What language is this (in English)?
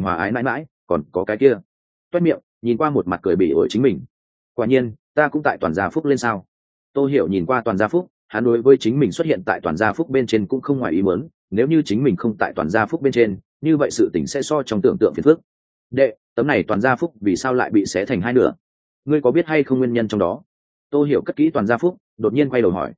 Vietnamese